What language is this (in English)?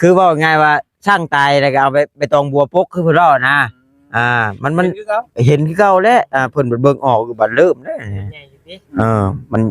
Northeastern Thai